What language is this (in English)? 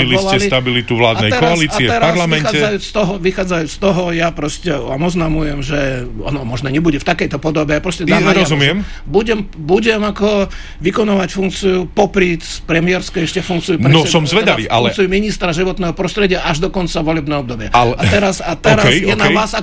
Slovak